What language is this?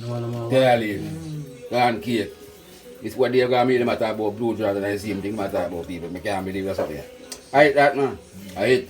Jamaican Creole English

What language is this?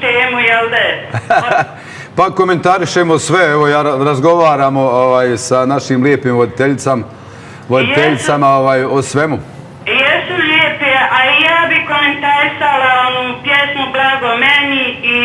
Bosnian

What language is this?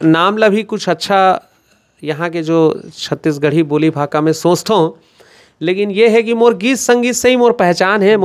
Chhattisgarhi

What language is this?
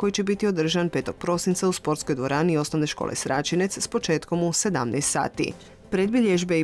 Croatian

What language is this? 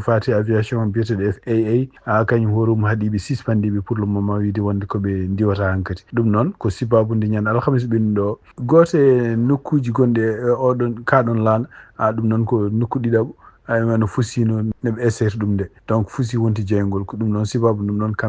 Fula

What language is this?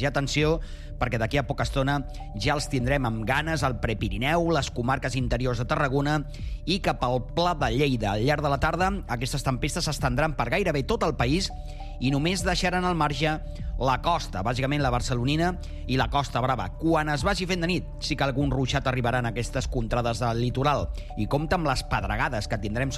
Catalan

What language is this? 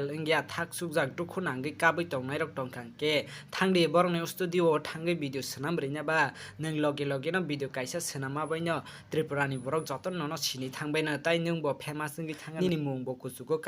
Kok Borok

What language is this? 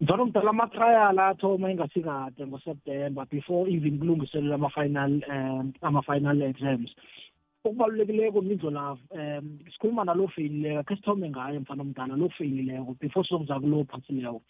South Ndebele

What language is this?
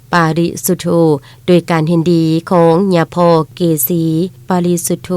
Lao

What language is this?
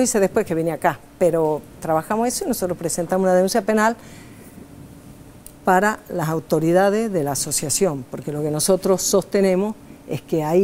Spanish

